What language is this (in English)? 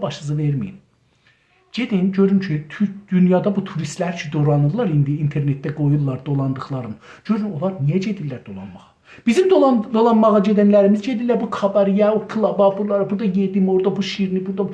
South Azerbaijani